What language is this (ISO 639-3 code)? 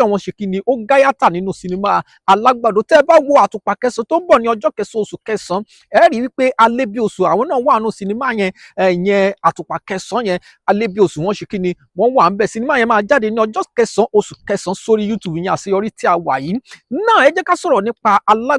yor